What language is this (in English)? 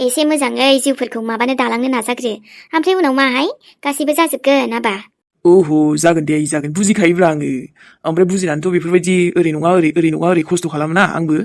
Bodo